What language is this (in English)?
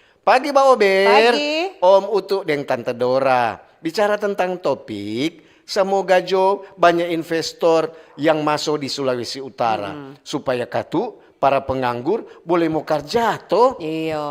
Manado Malay